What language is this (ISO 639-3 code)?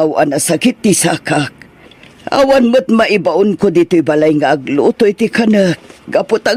ilo